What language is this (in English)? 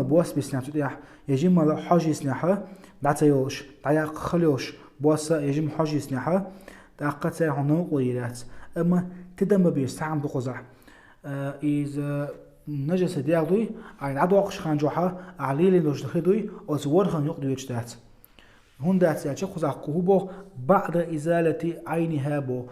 Chechen